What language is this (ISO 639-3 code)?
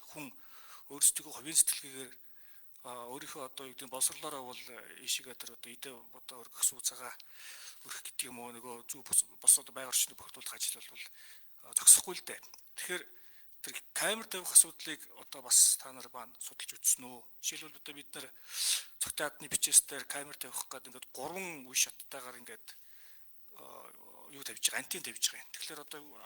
mon